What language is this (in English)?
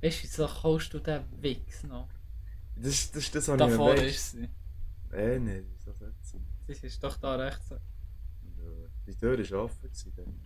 Swiss German